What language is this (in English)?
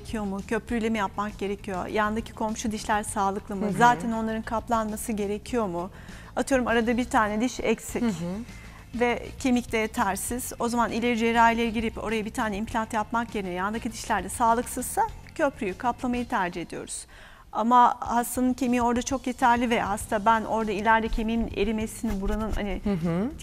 Turkish